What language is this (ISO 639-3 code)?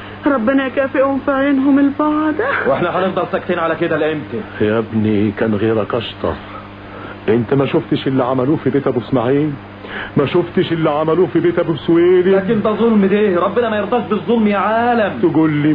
arz